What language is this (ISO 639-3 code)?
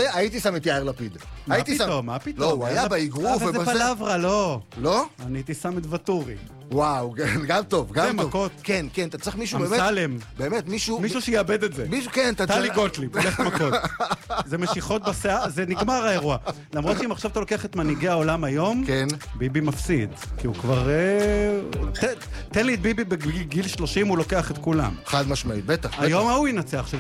heb